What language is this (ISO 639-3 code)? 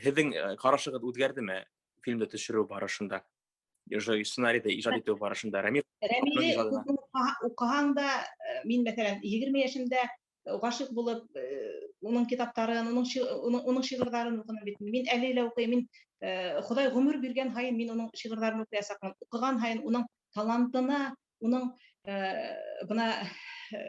bak